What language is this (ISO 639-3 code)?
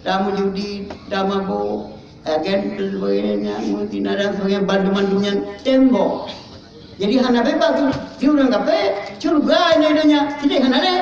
ace